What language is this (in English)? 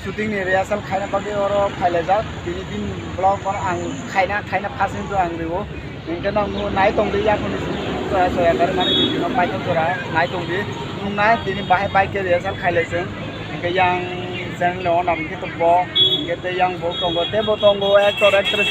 Kok Borok